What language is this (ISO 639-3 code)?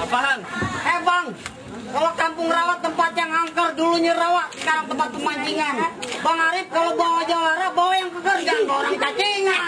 bew